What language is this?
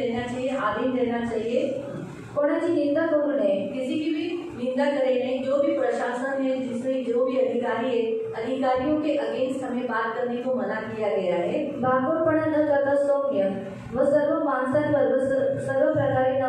Hindi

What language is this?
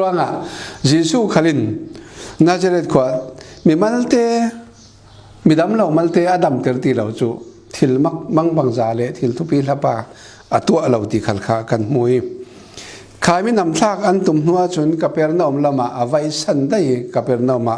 Falam Chin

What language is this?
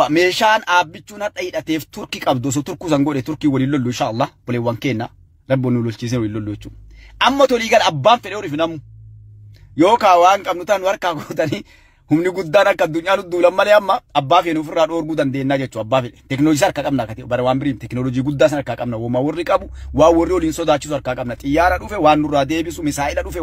Oromo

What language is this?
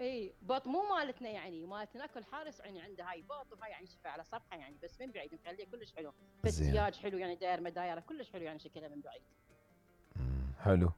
Mesopotamian Arabic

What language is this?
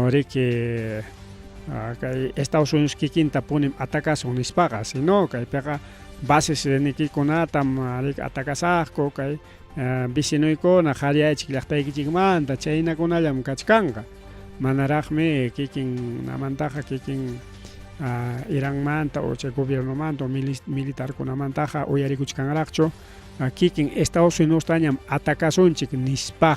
Ayacucho Quechua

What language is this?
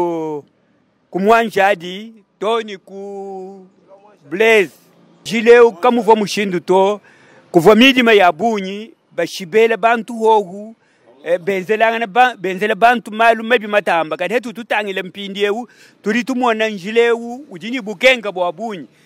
Luba-Lulua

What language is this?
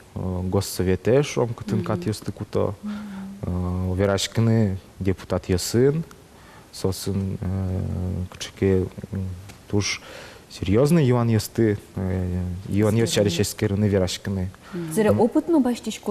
Udmurt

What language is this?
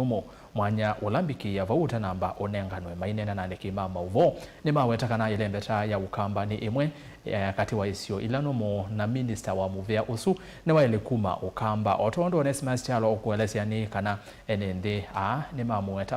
Kamba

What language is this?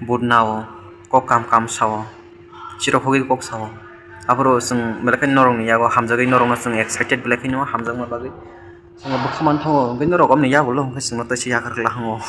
Kok Borok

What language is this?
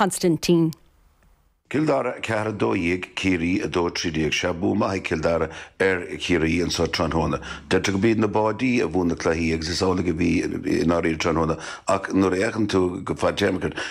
Irish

